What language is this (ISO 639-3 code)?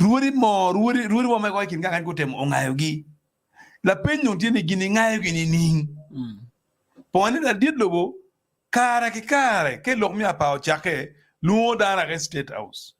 ach